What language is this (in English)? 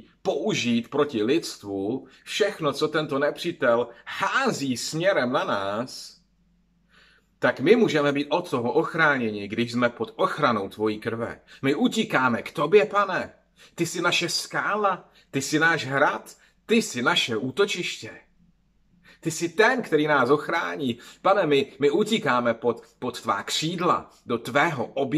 Czech